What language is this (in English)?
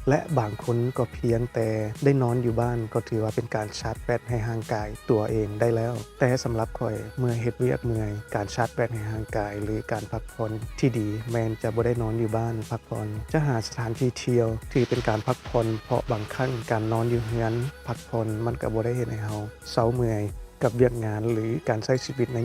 Lao